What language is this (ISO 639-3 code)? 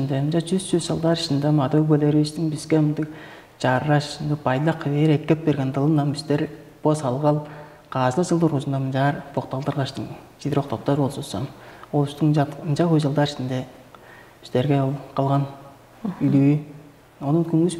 tyv